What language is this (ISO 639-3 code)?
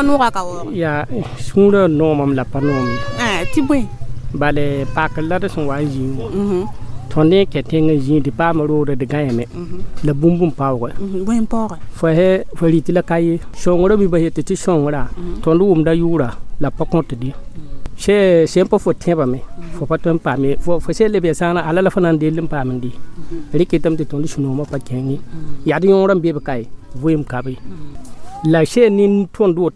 mos